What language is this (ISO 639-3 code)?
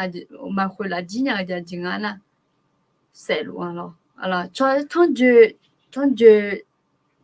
ahk